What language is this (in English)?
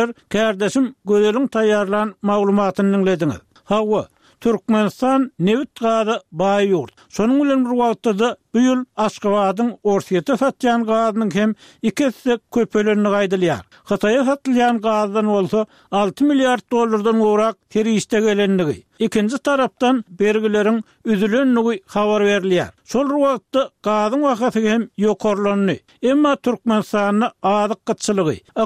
Turkmen